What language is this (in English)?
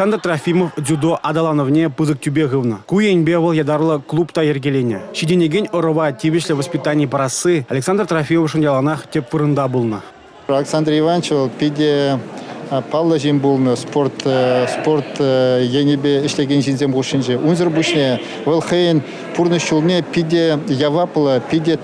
Chuvash